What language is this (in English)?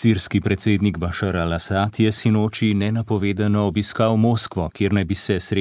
Slovenian